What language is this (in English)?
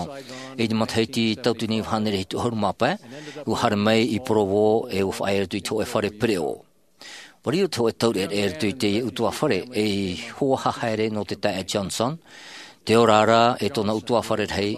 Tahitian